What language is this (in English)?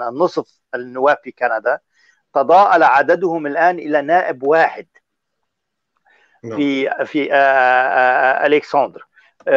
Arabic